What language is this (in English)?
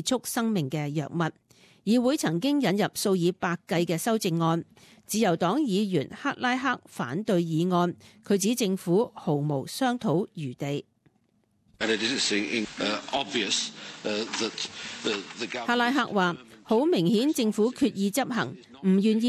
Cantonese